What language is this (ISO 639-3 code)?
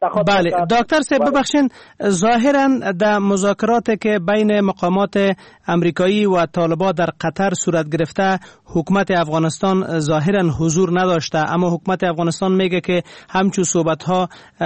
fas